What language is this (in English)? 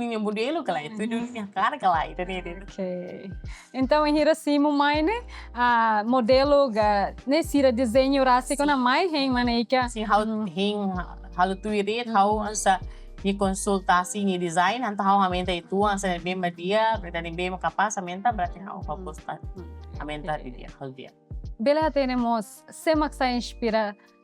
Tetum